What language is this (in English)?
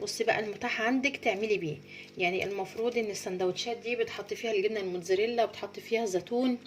Egyptian Arabic